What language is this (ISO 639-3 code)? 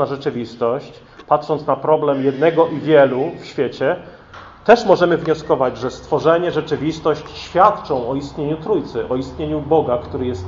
pol